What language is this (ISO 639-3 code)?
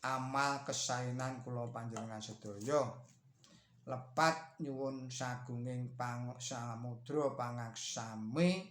jav